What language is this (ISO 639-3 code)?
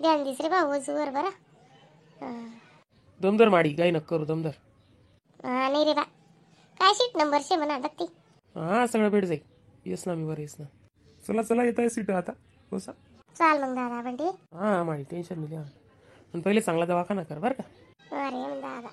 khn